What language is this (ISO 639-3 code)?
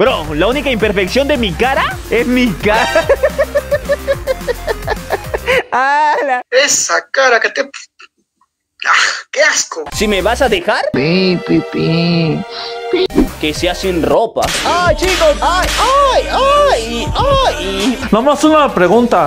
spa